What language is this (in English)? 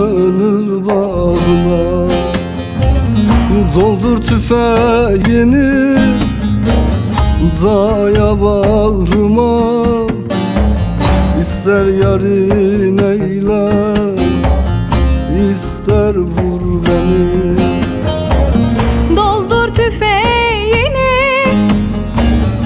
Turkish